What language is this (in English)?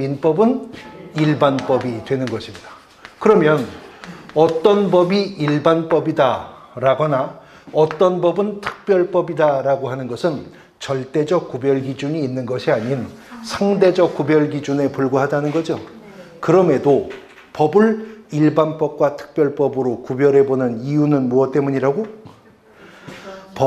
Korean